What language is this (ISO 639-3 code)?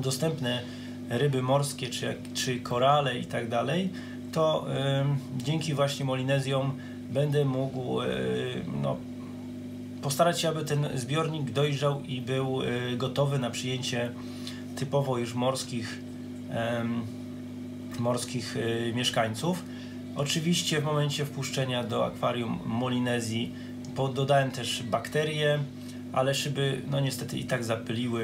pol